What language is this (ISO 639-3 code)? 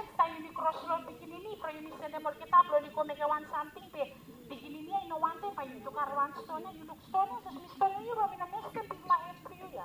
bis